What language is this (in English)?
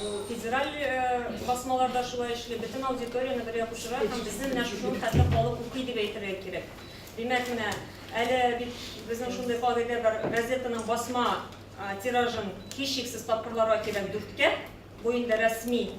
Tatar